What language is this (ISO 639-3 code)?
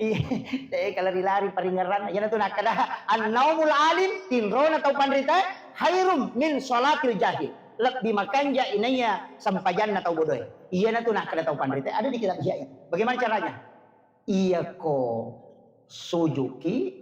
bug